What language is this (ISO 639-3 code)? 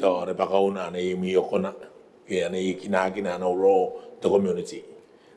gil